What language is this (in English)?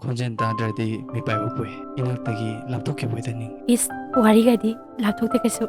Manipuri